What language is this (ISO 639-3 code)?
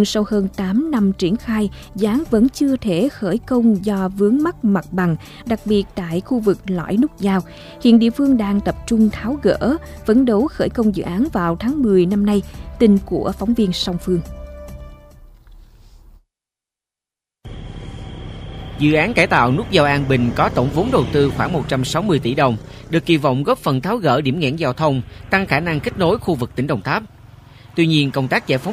vie